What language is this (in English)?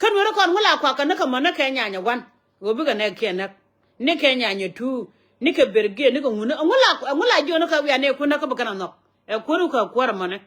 Nuer